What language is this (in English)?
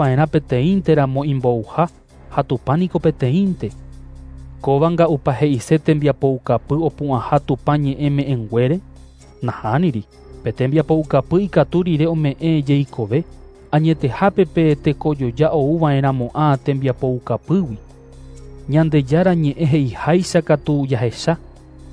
Guarani